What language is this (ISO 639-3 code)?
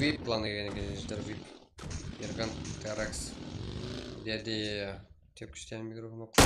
kaa